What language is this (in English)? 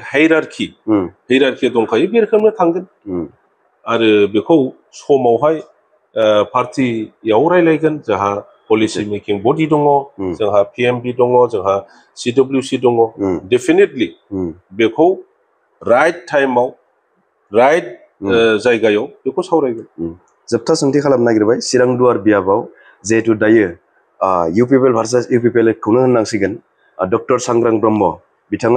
Bodo